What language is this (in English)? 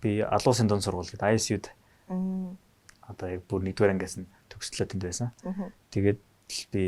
Mongolian